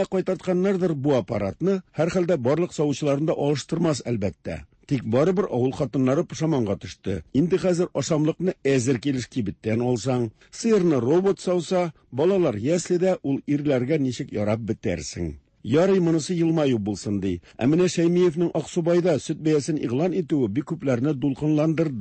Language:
Tatar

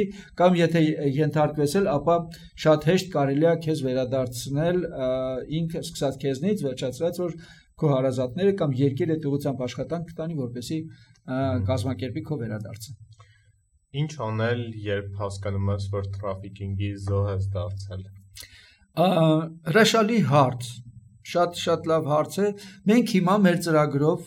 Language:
Armenian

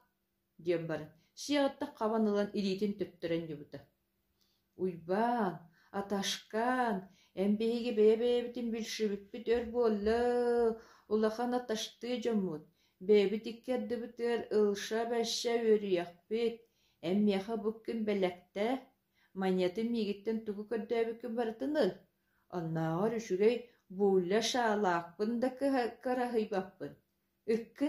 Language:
Yakut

